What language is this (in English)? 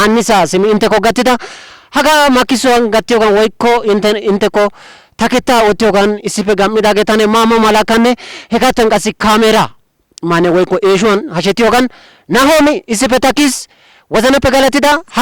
Wolaytta